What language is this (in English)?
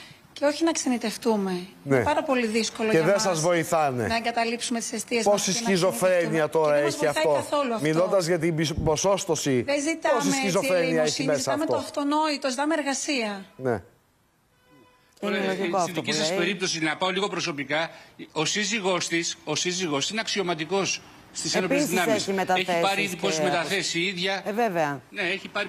Greek